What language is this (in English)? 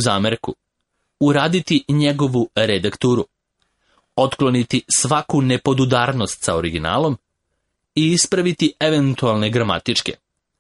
Serbian